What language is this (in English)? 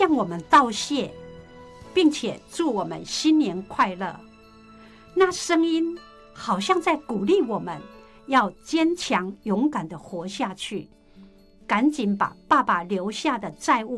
Chinese